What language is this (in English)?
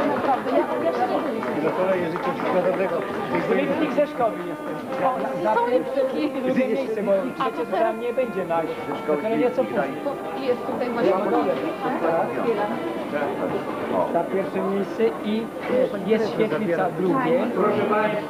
Polish